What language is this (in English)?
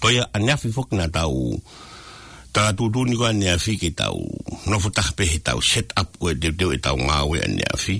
Tongan